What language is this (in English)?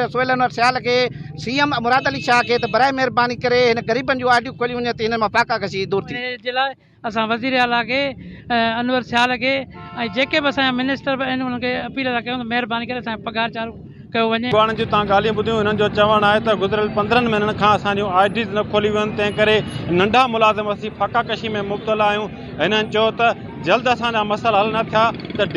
Sindhi